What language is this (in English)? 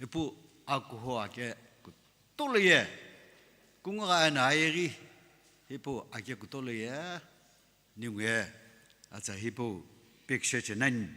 Sumi Naga